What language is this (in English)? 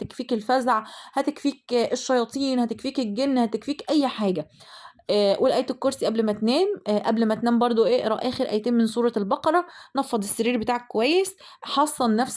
Egyptian Arabic